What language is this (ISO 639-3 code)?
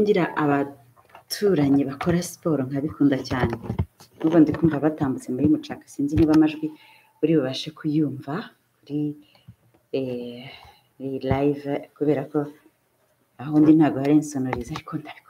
kin